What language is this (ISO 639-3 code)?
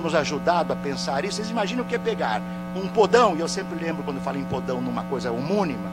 por